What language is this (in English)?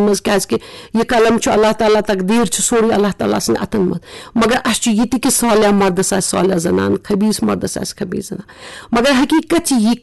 Kashmiri